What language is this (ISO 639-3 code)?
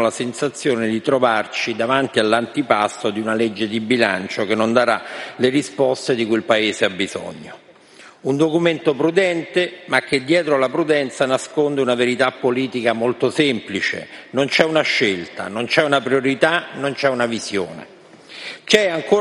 ita